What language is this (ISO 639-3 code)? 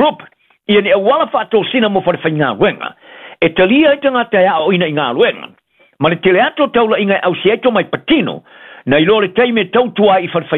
smo